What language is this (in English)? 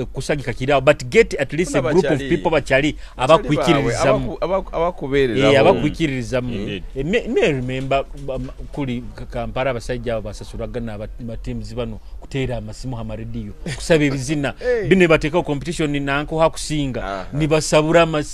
Nyoro